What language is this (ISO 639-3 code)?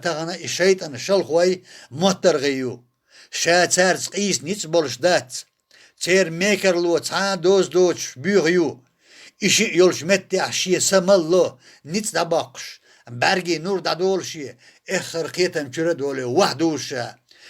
che